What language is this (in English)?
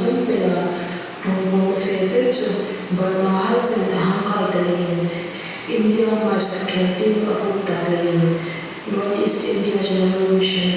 Hmar